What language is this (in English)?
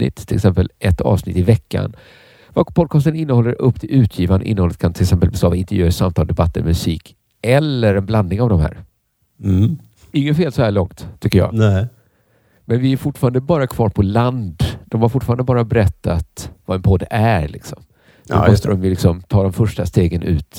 Swedish